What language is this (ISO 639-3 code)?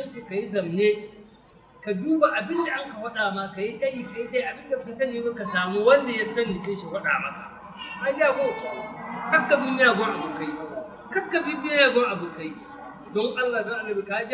hau